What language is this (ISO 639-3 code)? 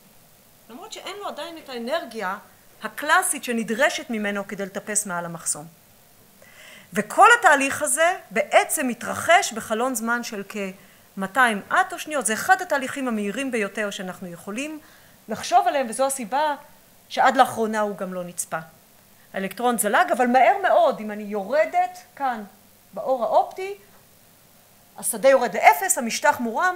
heb